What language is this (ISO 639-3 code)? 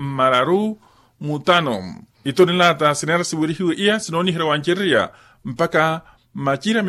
vmw